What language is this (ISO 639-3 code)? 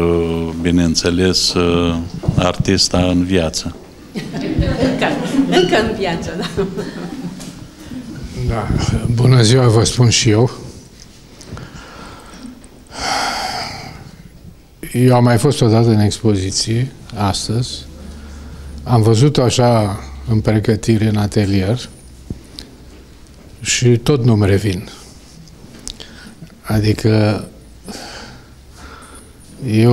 ron